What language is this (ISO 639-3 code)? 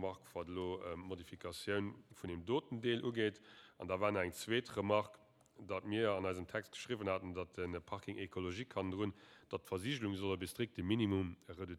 ltz